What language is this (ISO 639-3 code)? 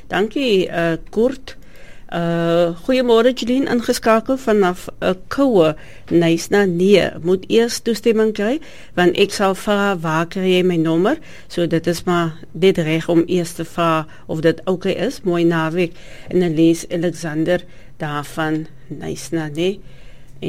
afr